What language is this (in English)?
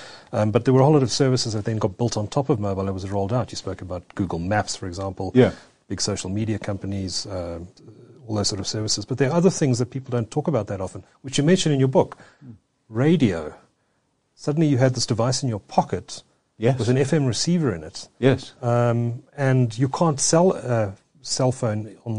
English